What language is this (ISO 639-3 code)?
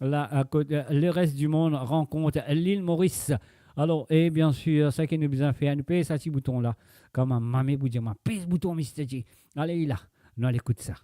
mfe